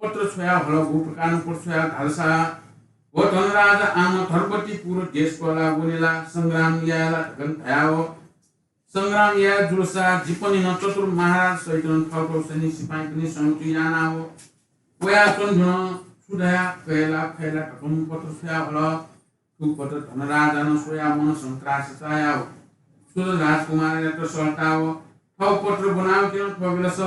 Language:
Newari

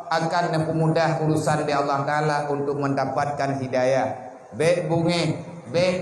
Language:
Achinese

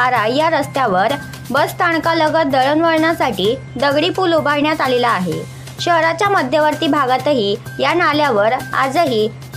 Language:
Marathi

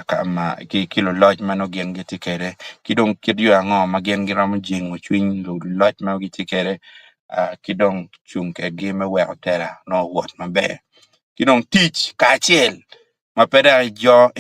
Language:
Acoli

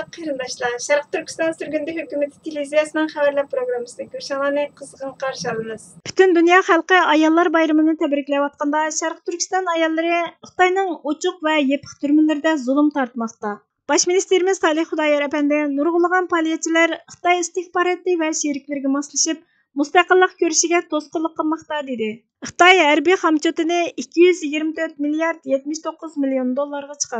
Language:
Uyghur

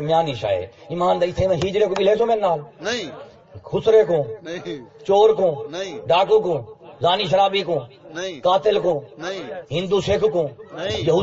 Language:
Saraiki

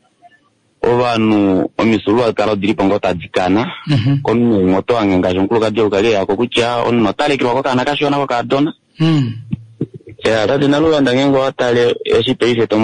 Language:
Kuanyama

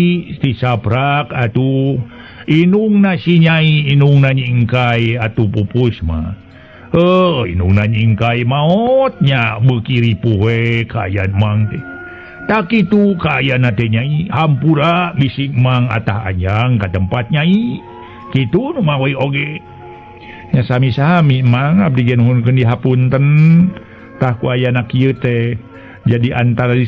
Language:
Sundanese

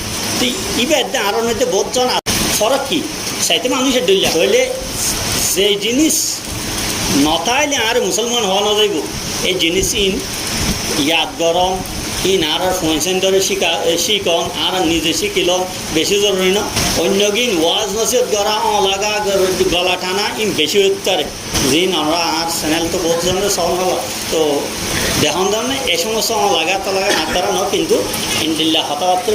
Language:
Rohingya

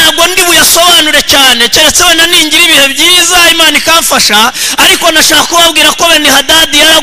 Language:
Kinyarwanda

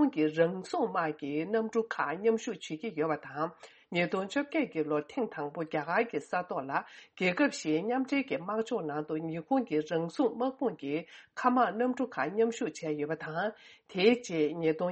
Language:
Tibetan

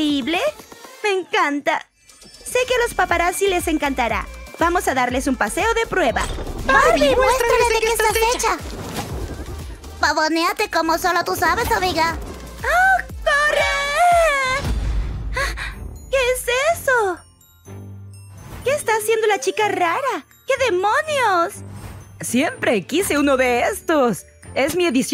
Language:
Spanish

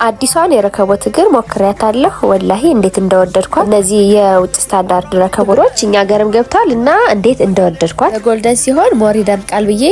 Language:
Amharic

